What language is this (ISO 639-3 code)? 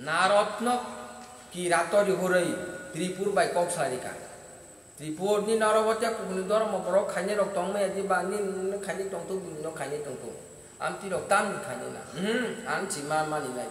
trp